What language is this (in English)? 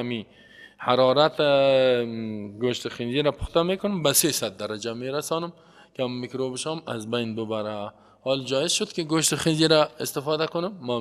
Persian